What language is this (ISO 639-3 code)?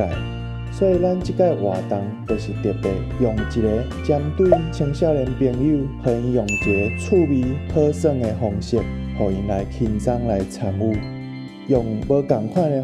nan